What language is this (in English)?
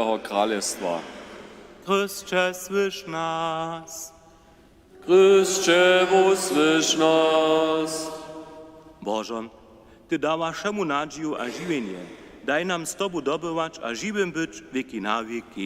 Upper Sorbian